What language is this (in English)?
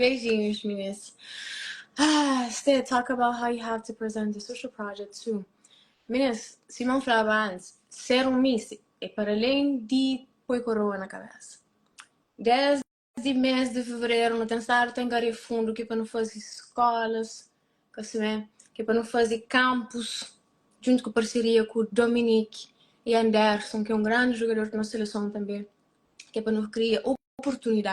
Kabuverdianu